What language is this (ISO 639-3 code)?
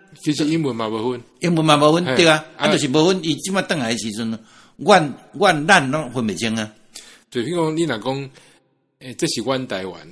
nan